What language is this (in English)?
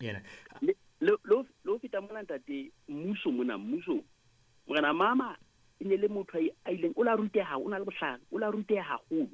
Southern Sotho